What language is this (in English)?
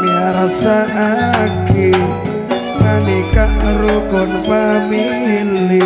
Madurese